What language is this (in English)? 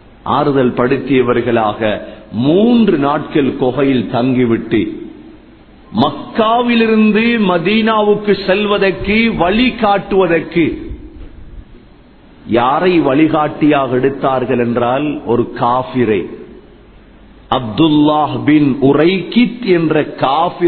Tamil